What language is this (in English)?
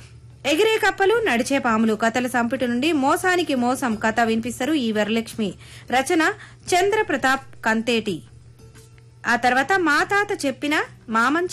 Telugu